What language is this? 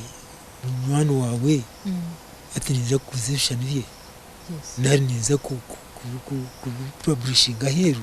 Nyankole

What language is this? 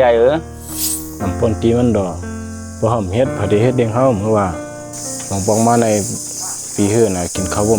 Shan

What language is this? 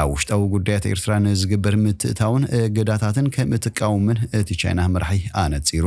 Tigrinya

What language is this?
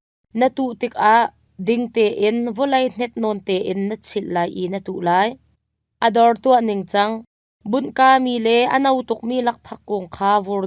Hakha Chin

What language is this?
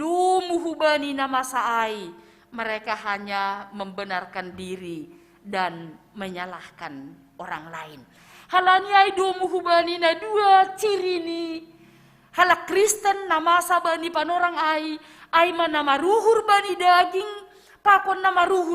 Batak Simalungun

